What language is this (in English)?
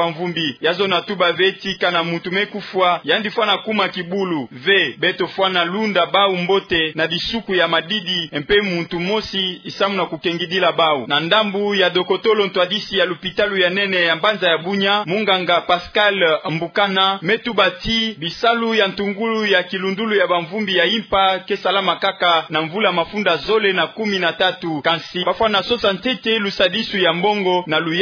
Kituba (Democratic Republic of Congo)